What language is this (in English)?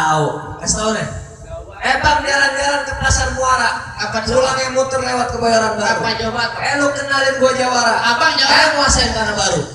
Betawi